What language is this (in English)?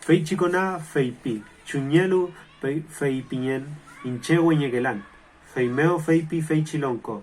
Mapuche